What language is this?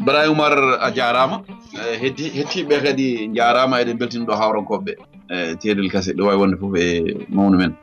Fula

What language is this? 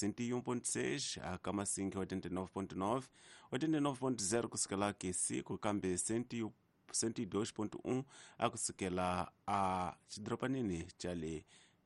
Tsonga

